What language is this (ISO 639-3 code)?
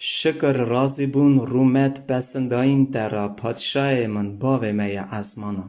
kur